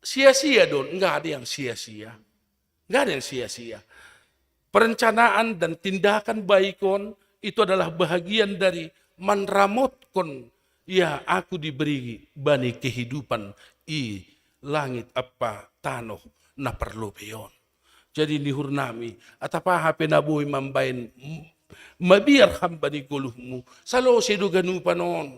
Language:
Batak Simalungun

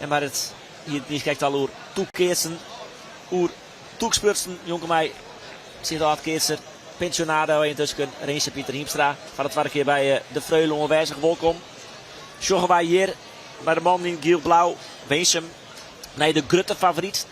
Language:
Western Frisian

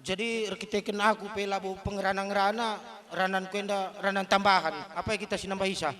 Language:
Batak Karo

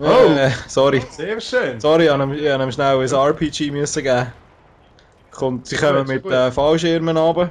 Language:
Swiss German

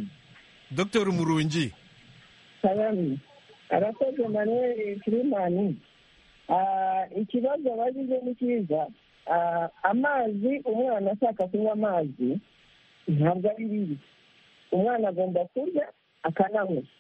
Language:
Kinyarwanda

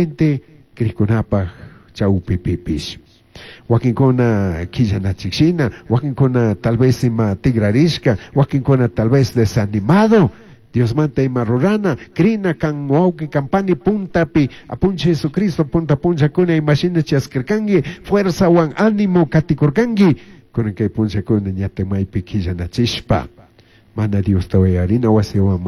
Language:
Chimborazo Highland Quichua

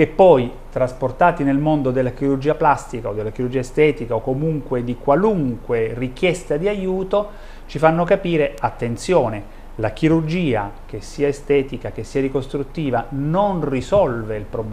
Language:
Italian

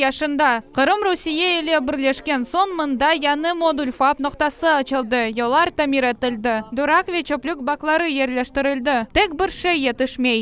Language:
Crimean Tatar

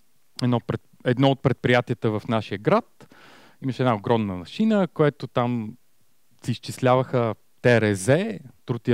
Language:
Bulgarian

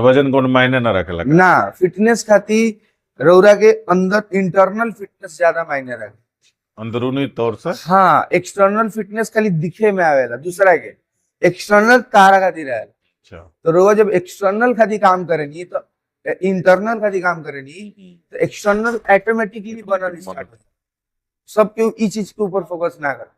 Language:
Bhojpuri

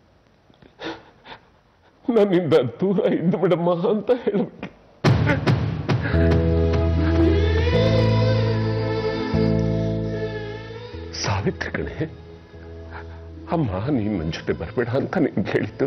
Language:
Kannada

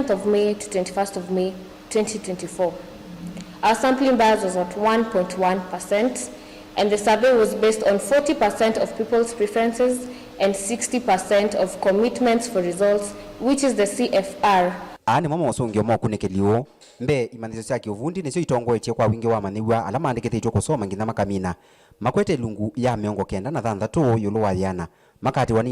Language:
Kamba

